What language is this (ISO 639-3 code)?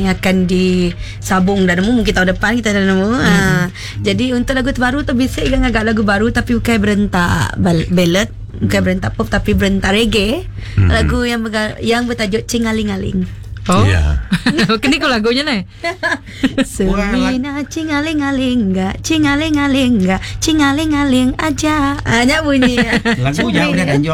iba